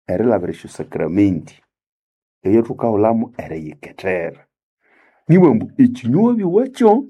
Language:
Nande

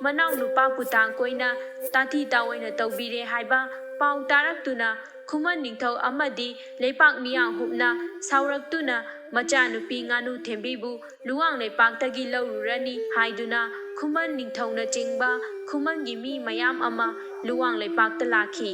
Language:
Manipuri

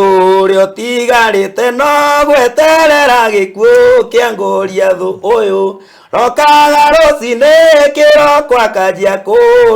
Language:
Kikuyu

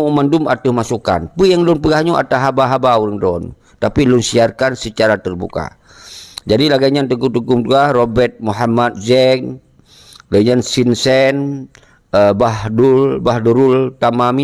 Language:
Achinese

